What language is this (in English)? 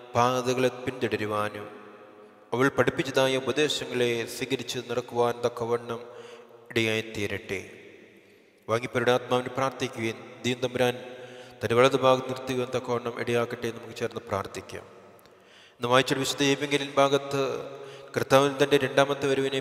Malayalam